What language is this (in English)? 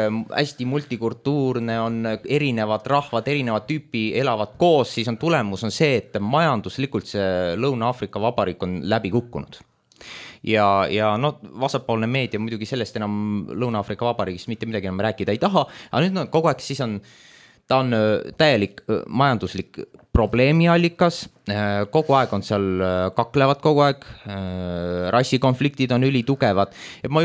Estonian